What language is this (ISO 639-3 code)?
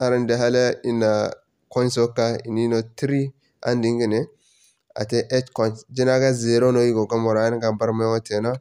dje